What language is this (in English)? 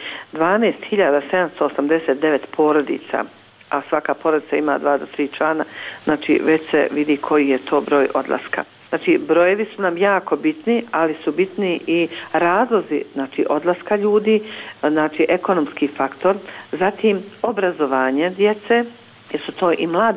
Bosnian